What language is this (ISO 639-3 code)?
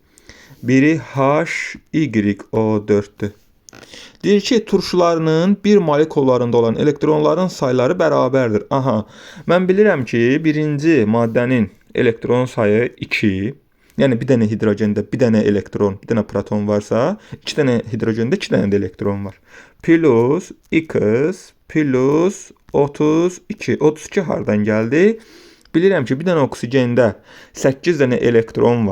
aze